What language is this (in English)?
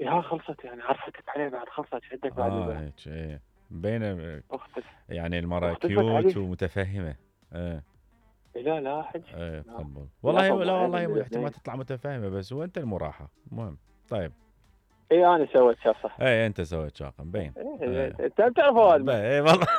Mesopotamian Arabic